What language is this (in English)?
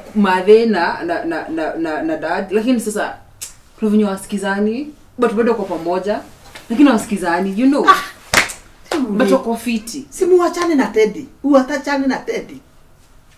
Kikuyu